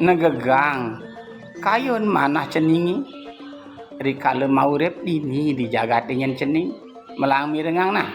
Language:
Balinese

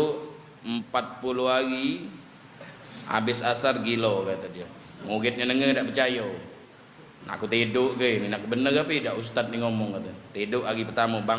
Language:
Musi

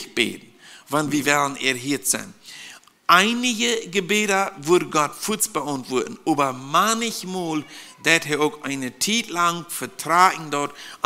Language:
Plautdietsch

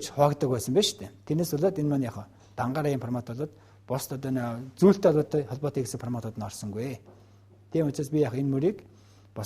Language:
Mongolian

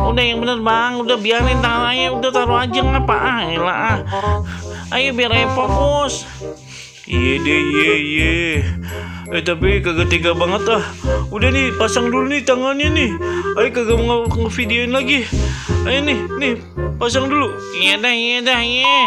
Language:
Betawi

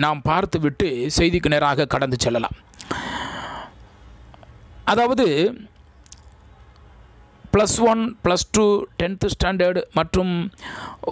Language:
Tamil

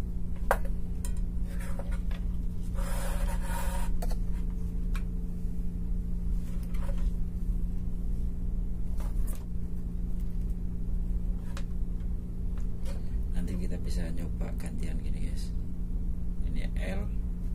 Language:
Indonesian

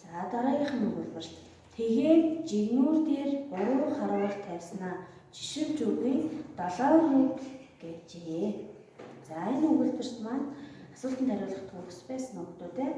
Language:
Mongolian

